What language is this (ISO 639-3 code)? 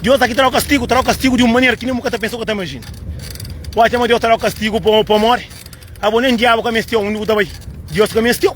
kea